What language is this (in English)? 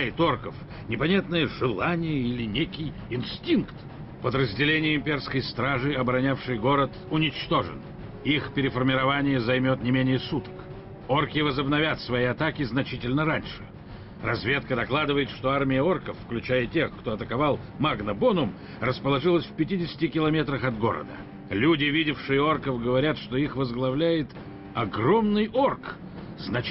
Russian